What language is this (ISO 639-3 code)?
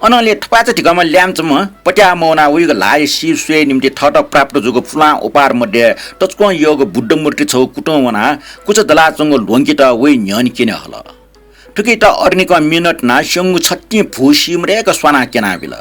new